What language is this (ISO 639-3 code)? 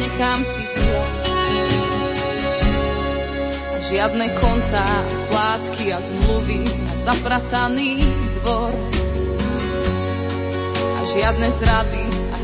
slk